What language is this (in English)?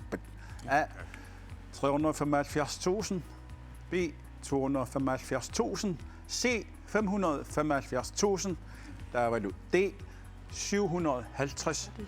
Kalaallisut